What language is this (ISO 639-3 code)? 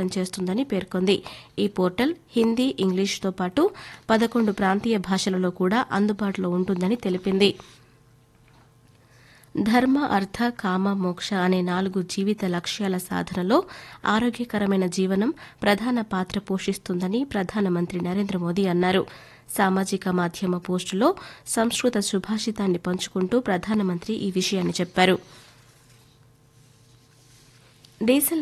tel